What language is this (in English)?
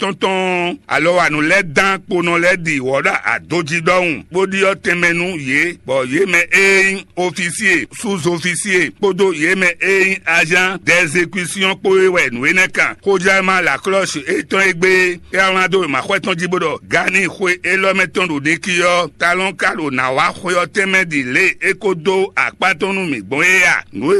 Fon